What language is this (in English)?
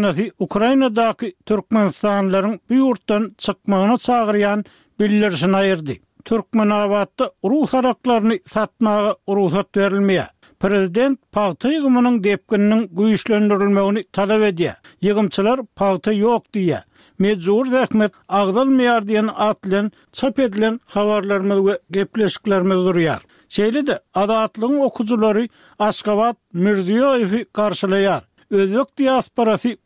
Turkmen